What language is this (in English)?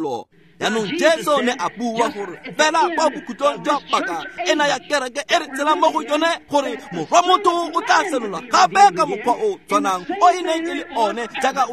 Tswana